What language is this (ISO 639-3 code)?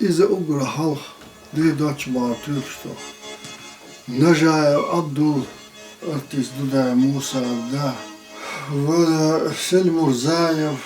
che